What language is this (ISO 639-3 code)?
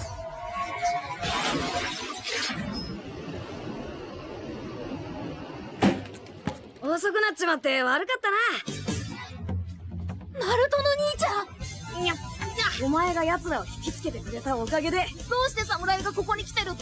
jpn